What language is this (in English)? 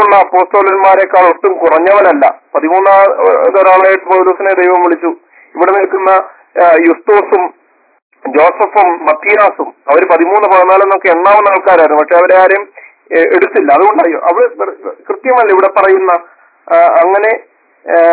Malayalam